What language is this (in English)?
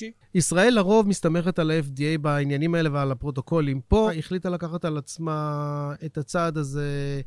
Hebrew